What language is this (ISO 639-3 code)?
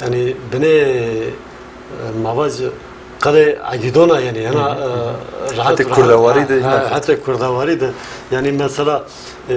zza